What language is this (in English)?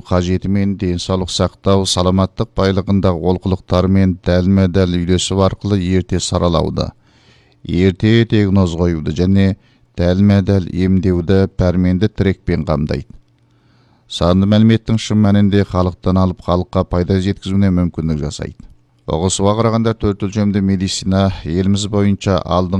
Kazakh